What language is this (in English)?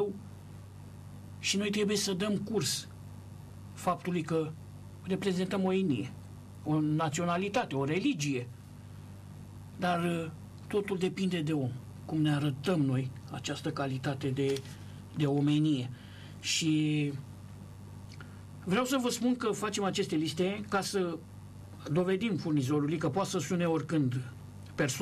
Romanian